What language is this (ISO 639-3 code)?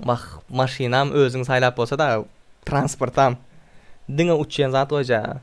tuk